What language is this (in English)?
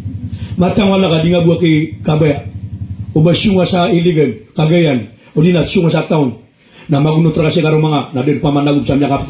Maranao